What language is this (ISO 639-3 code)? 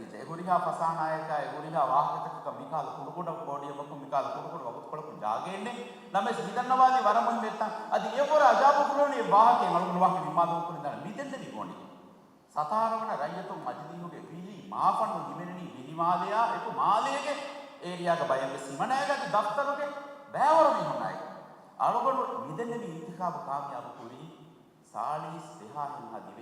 div